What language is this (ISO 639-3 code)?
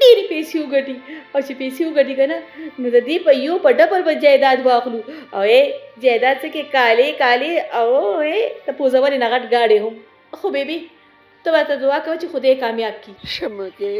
pus